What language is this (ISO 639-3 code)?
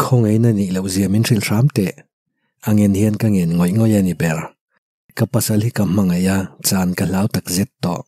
lus